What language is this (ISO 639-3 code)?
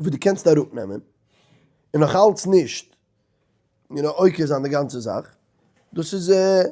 yid